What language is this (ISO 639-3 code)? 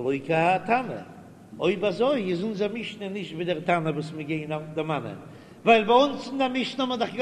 yid